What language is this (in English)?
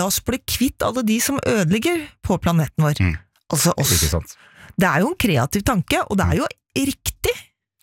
Norwegian